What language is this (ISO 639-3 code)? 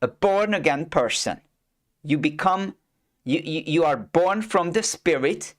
eng